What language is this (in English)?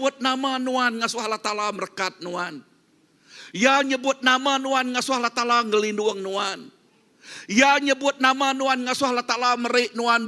Iban